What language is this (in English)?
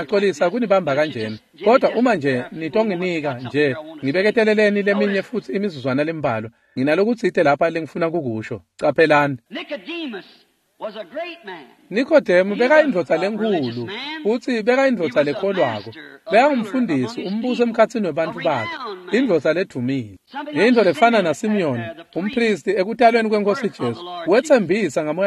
Swati